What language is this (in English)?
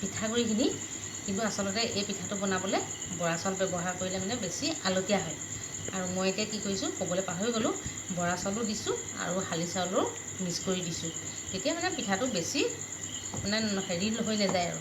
Assamese